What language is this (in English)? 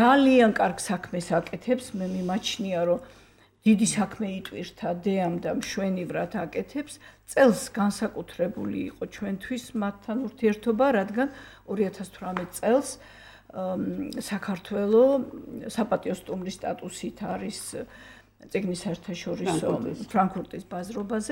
Georgian